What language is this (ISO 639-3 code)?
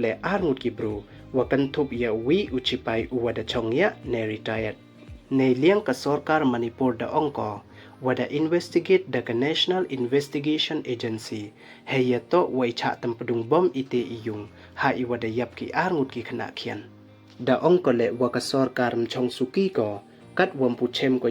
pbv